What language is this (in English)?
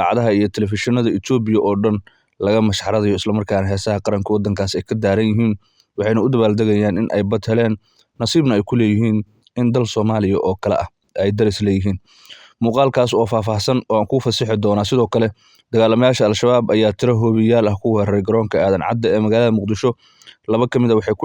Somali